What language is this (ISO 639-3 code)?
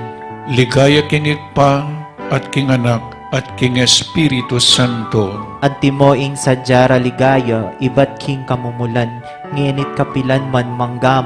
pam